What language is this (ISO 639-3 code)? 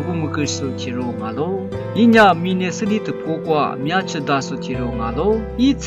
lis